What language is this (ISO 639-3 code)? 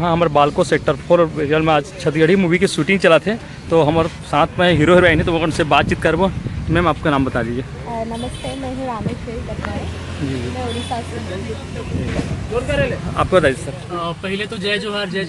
hne